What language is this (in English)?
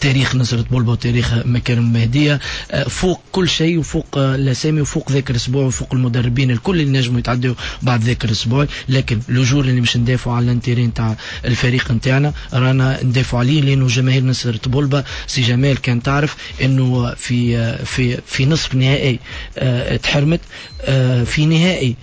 Tunisian Arabic